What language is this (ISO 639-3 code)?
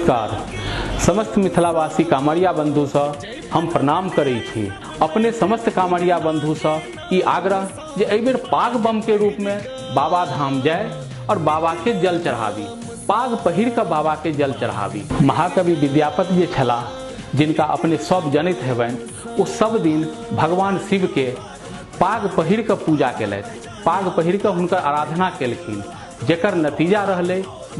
mai